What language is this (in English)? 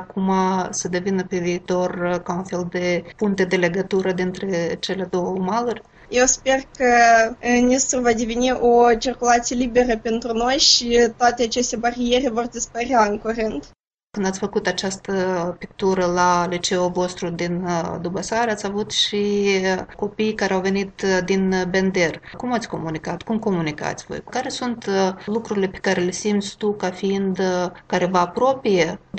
Romanian